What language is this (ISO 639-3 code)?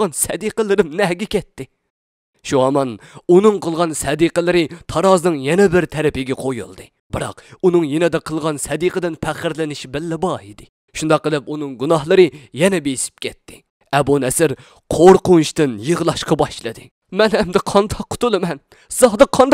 uig